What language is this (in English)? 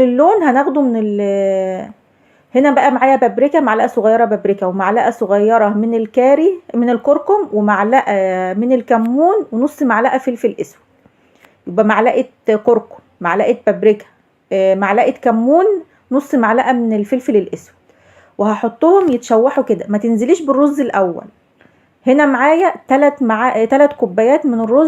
Egyptian Arabic